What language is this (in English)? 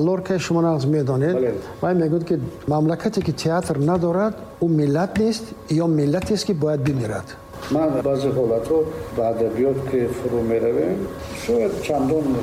Tajik